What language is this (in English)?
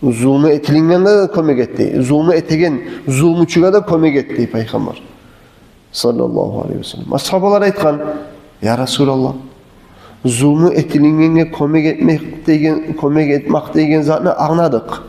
Kumyk